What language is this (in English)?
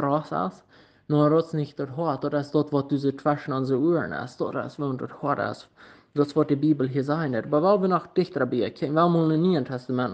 Plautdietsch